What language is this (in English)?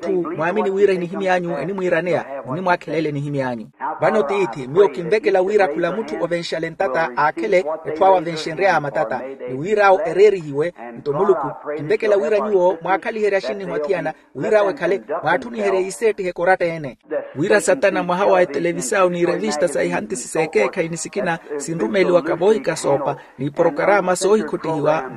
Makhuwa